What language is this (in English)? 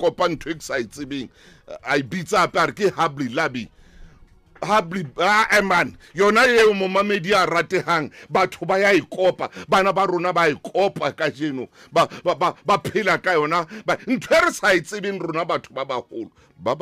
Southern Sotho